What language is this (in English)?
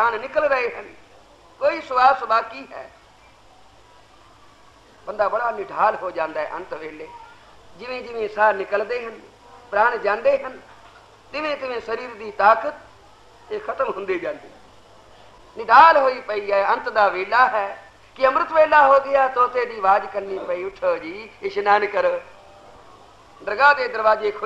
Punjabi